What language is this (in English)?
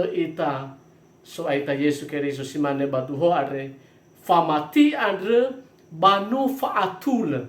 Nias